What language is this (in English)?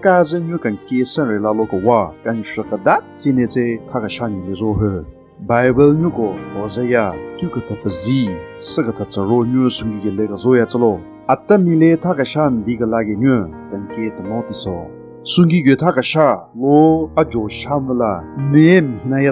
Southern Rengma Naga